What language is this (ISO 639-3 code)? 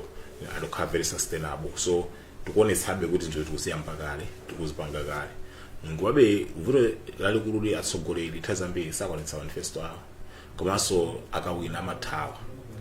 nya